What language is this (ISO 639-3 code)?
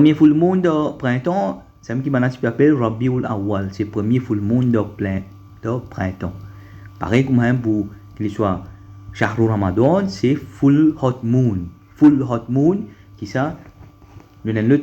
mfe